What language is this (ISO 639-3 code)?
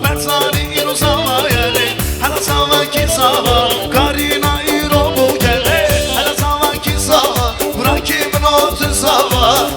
kur